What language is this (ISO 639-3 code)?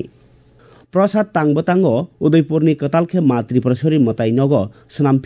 trp